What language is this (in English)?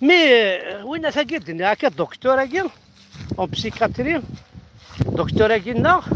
Kabyle